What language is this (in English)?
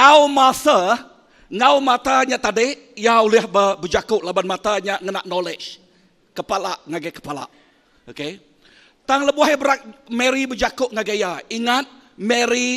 Iban